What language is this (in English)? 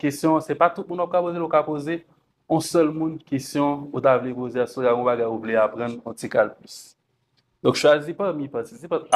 Haitian Creole